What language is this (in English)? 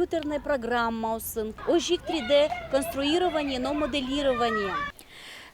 Udmurt